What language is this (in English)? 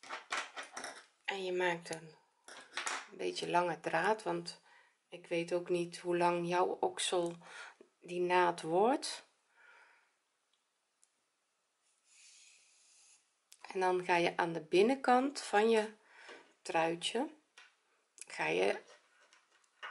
Dutch